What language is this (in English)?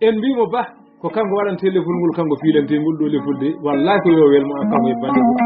Fula